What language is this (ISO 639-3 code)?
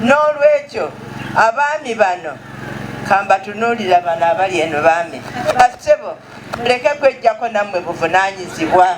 lug